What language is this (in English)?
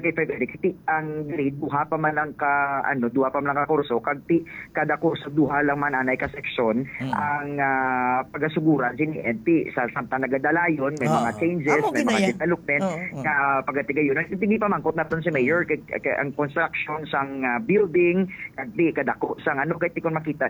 Hiligaynon